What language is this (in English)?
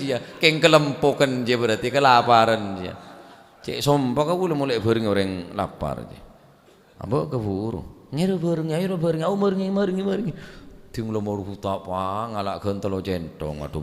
Madurese